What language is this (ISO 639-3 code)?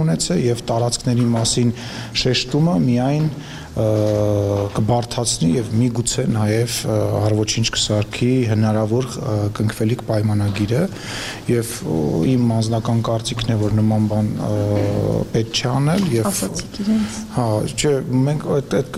hye